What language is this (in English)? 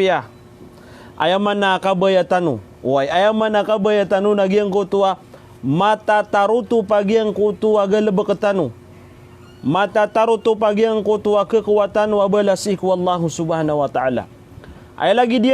Maranao